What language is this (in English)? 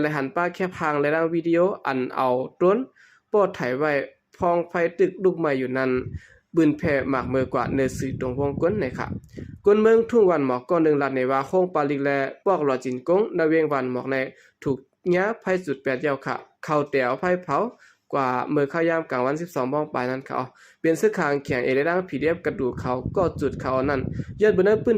Shan